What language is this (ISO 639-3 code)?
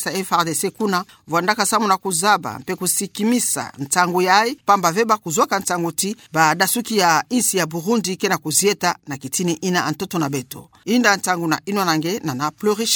ktu